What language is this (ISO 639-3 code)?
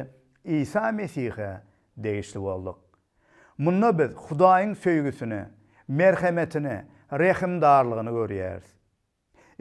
tuk